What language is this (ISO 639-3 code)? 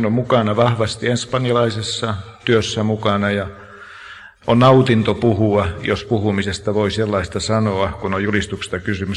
fin